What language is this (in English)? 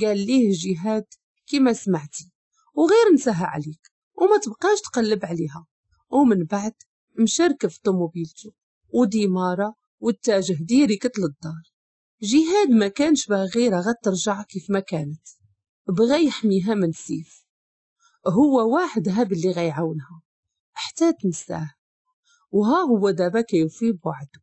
Moroccan Arabic